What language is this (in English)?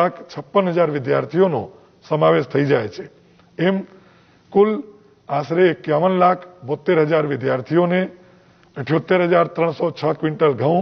Gujarati